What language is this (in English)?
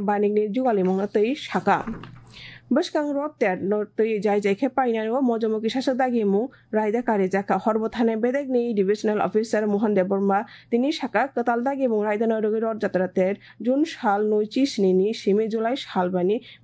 Kok Borok